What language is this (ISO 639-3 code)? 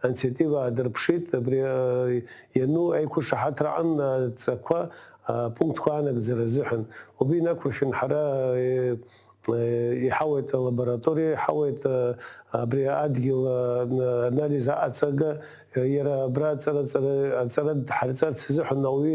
abk